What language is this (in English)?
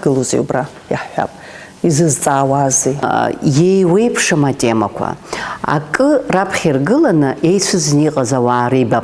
Abkhazian